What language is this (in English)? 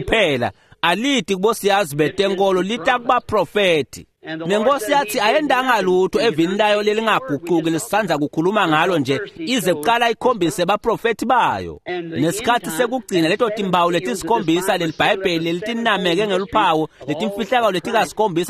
Swati